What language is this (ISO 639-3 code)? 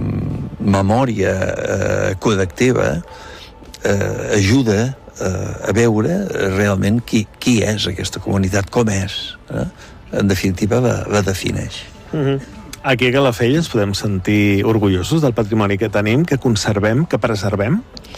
cat